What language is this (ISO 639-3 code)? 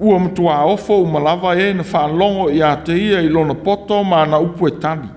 smo